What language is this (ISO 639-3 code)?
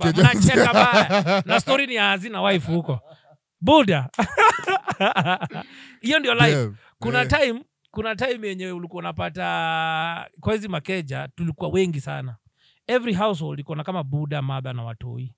swa